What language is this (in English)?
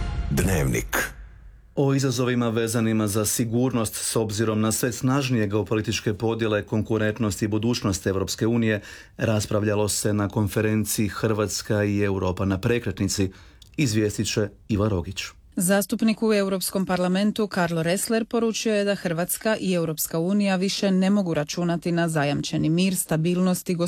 Croatian